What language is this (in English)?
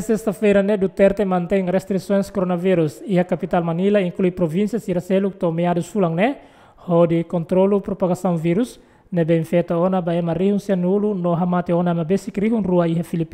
Tetum